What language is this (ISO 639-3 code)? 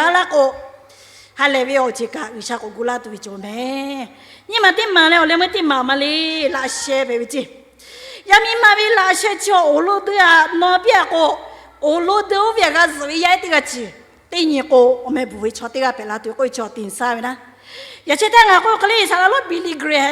lhu